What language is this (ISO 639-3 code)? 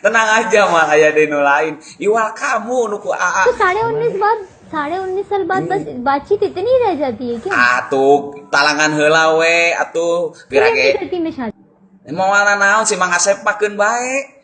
sun